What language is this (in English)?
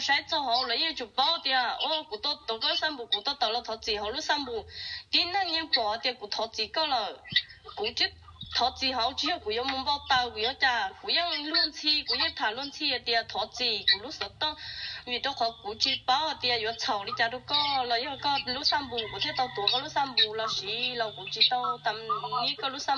Hmong